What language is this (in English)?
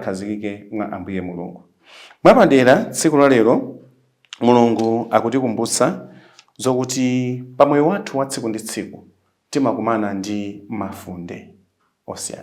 Nyanja